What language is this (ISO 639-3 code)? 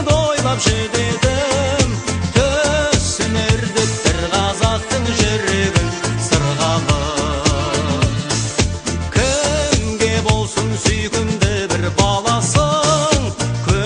kaz